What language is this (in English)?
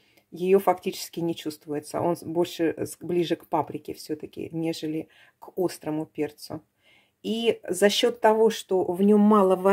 Russian